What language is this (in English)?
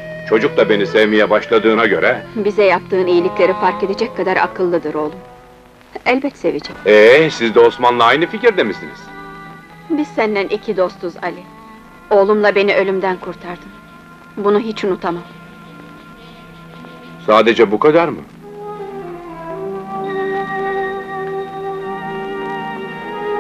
Turkish